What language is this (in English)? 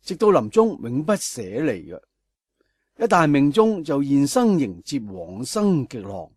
Cantonese